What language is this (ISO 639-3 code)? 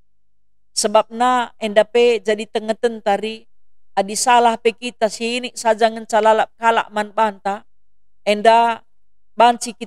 btx